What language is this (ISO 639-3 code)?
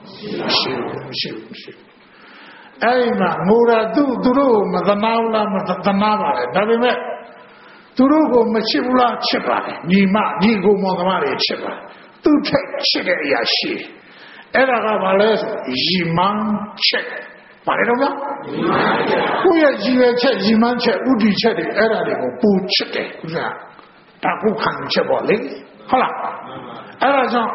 mya